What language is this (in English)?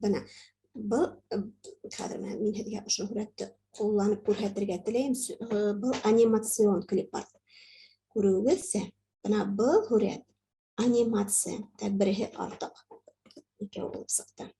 Bashkir